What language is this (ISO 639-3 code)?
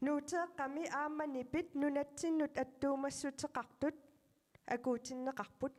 kal